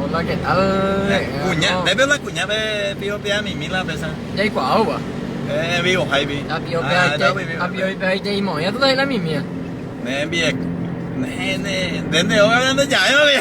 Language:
Guarani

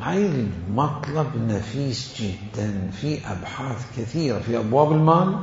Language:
Mesopotamian Arabic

